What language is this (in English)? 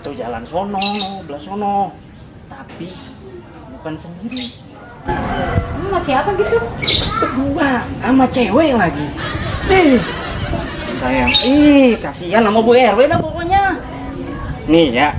Betawi